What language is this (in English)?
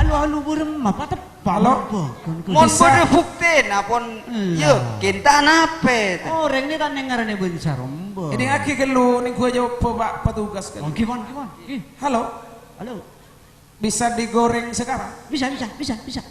Madurese